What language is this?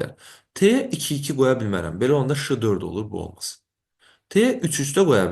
Azerbaijani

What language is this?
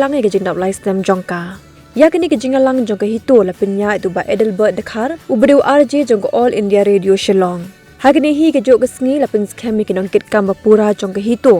Khasi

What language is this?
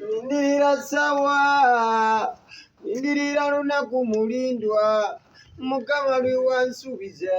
Ganda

